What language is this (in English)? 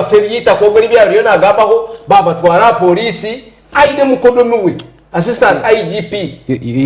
Nyankole